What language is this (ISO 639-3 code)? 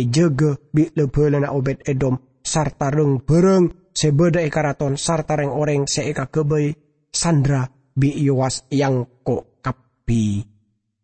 mad